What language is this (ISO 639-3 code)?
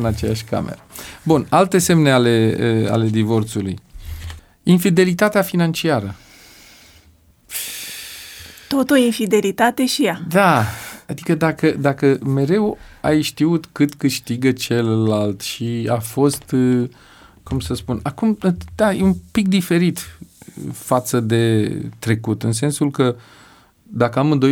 ron